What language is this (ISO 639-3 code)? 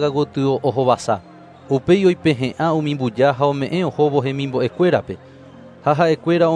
grn